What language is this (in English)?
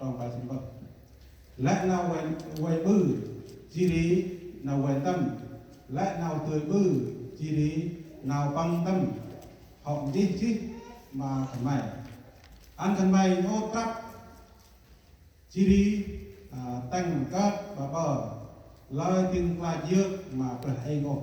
Central Mnong